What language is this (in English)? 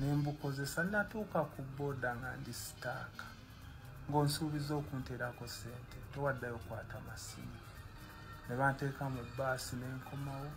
Ganda